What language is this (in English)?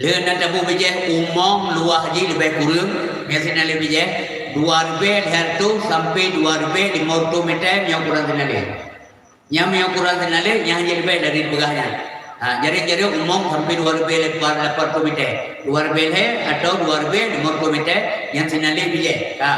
Achinese